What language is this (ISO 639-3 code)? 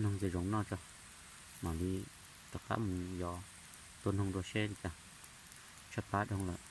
hmn